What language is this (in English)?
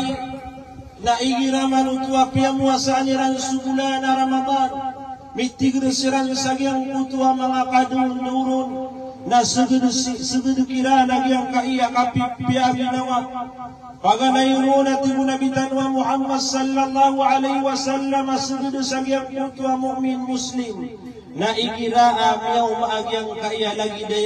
Maranao